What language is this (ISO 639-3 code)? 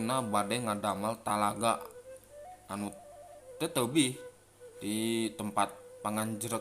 sun